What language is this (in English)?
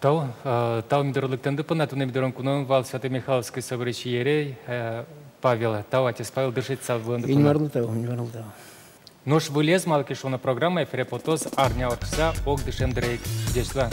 Udmurt